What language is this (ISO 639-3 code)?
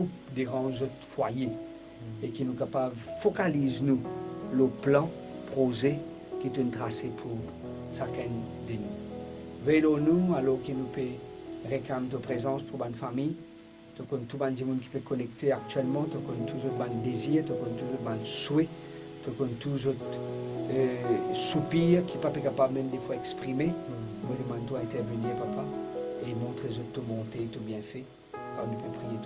mfe